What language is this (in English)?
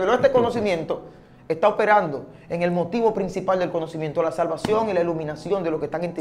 Spanish